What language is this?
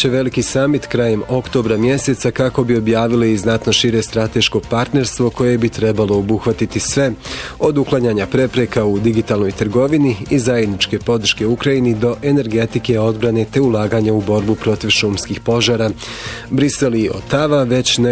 Bosnian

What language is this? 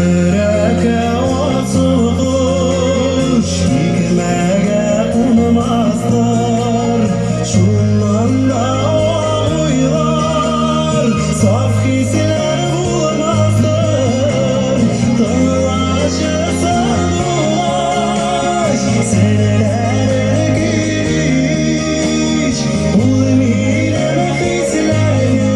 Tatar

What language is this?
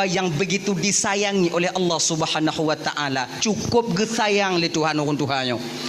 Achinese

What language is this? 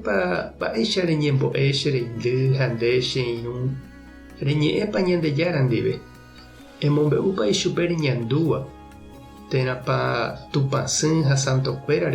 Guarani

